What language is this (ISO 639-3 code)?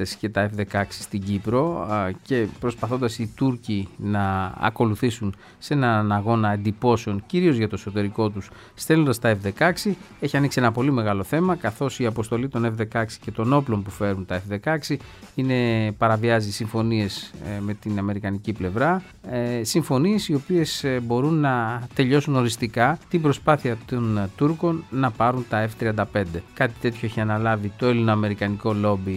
ell